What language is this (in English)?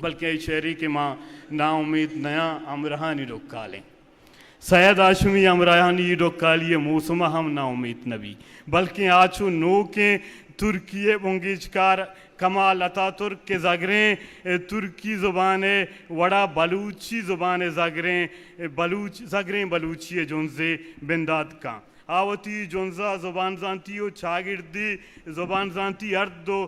Eastern Balochi